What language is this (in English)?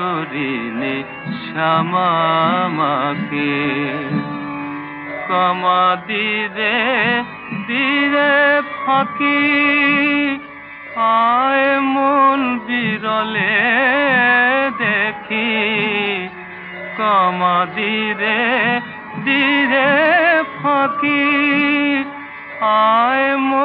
Bangla